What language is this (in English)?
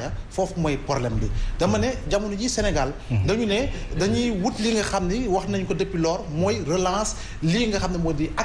Wolof